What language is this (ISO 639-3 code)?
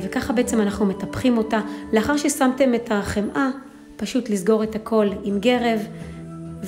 heb